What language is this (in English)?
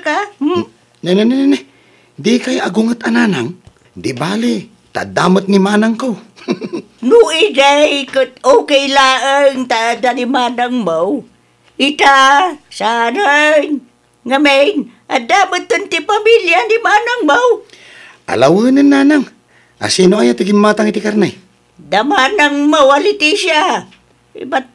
Iloko